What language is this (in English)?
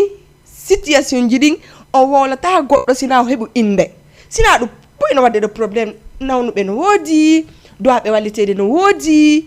Fula